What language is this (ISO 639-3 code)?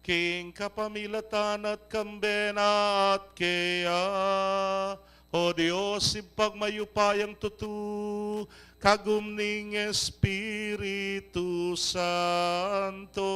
pam